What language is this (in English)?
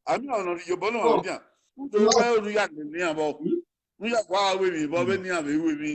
Bini